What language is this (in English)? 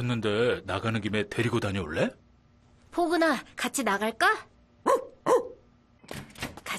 Korean